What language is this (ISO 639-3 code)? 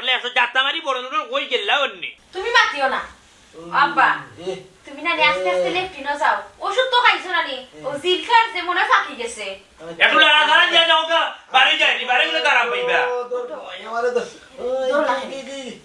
syl